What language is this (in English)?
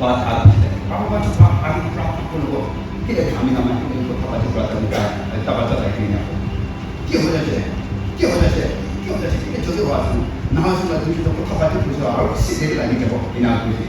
Chokri Naga